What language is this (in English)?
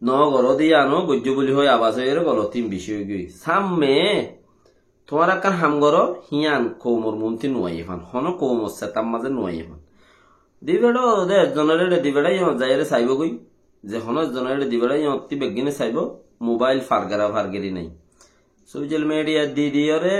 Rohingya